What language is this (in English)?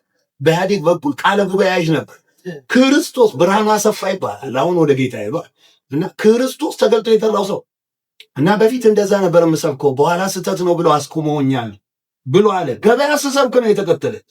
Amharic